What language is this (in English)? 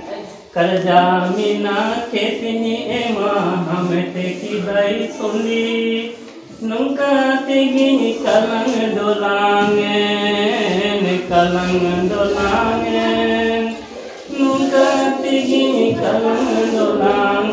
Santali